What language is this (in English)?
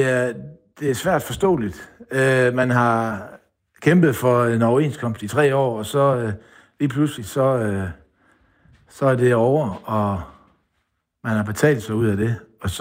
Danish